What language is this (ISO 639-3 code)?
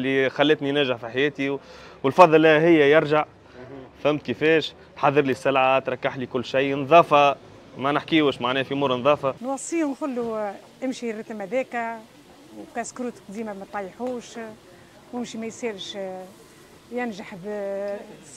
aeb